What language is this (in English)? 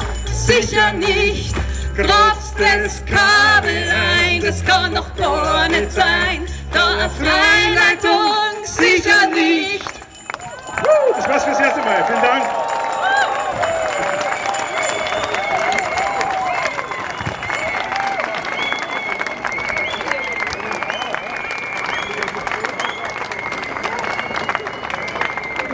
German